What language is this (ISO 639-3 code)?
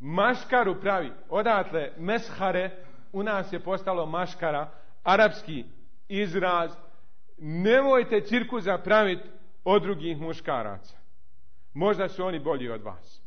bos